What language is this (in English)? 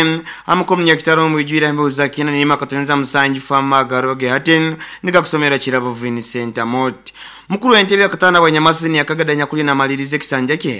Nyoro